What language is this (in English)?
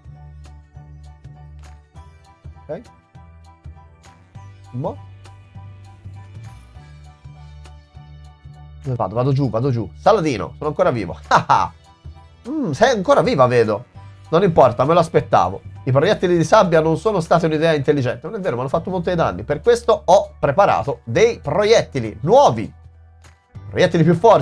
Italian